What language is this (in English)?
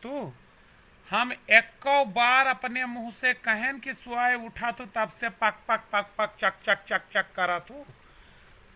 Awadhi